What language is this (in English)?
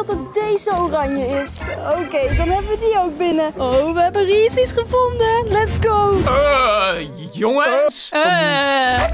Dutch